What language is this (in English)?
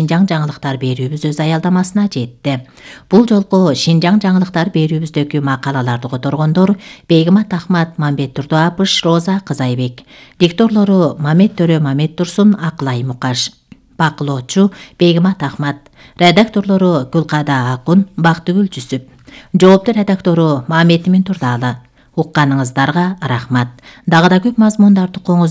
Kyrgyz